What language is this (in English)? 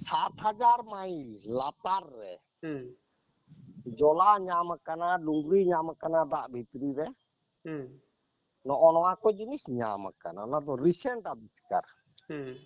Santali